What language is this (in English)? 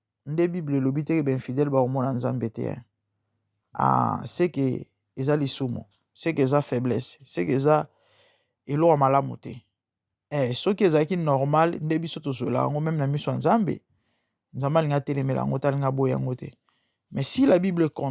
Lingala